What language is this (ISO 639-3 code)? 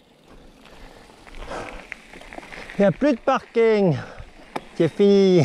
fra